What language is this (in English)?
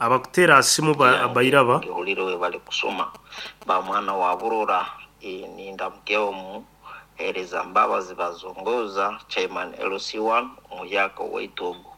Nyoro